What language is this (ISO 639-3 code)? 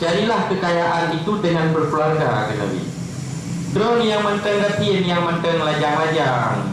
ace